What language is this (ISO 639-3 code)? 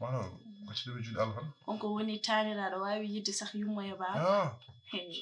ful